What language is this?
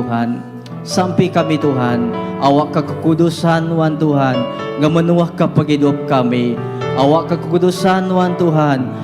Iban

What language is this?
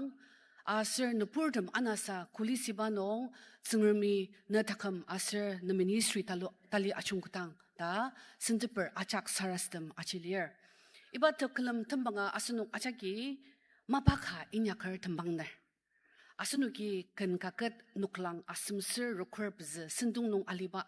Ao Naga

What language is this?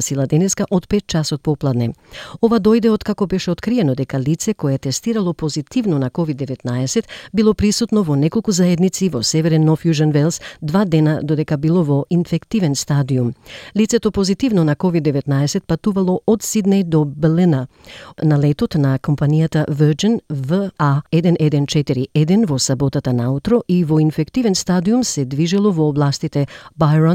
Macedonian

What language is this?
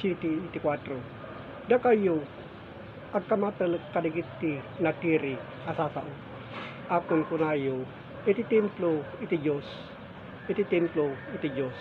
Iloko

